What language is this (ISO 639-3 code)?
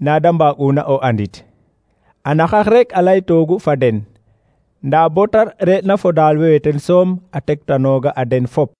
srr